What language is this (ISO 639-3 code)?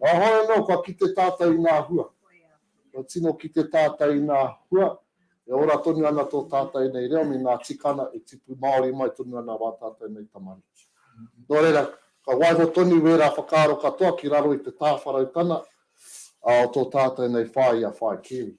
mri